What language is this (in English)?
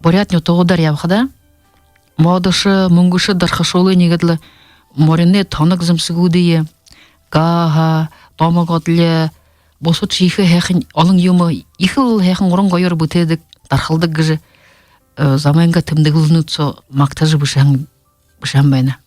Buriat